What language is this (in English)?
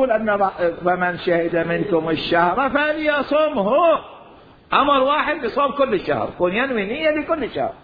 Mesopotamian Arabic